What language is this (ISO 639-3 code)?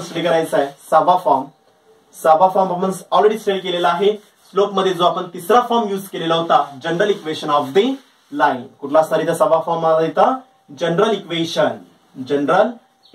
mar